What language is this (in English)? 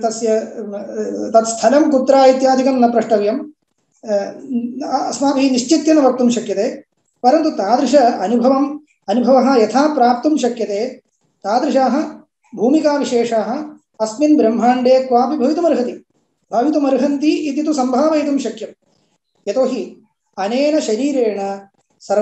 Sanskrit